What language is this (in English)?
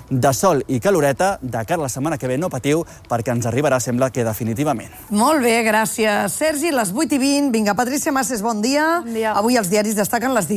Catalan